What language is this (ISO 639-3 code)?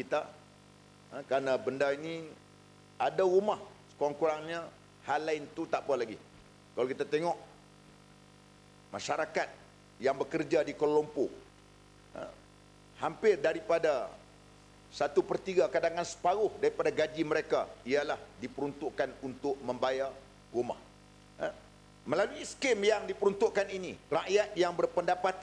msa